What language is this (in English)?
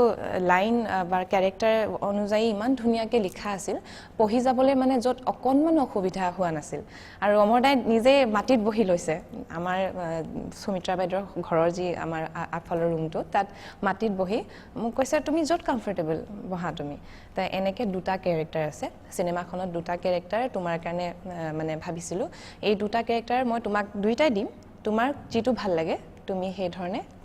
Assamese